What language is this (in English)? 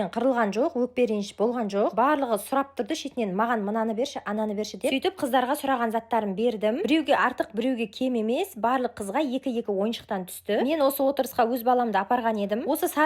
Kazakh